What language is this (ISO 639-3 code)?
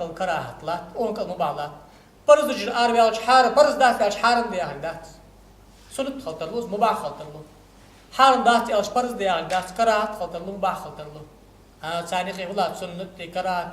inh